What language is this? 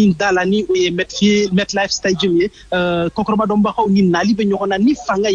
Bambara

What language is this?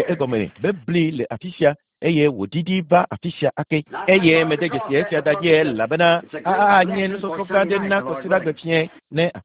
Ewe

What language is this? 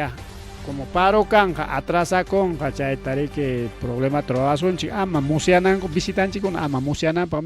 Ayacucho Quechua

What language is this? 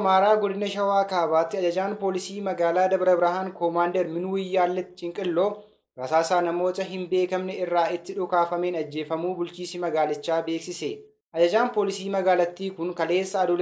Oromo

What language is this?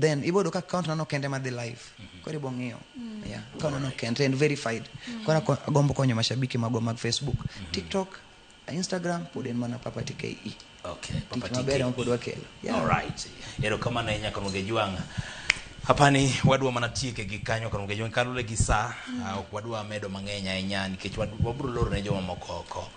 Luo (Kenya and Tanzania)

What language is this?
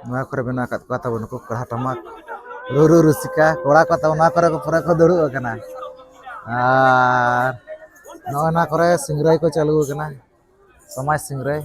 Santali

